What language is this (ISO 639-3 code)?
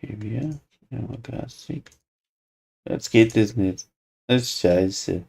bar